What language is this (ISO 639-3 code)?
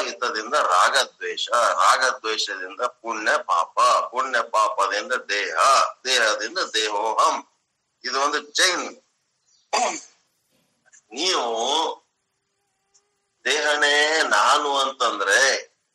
kan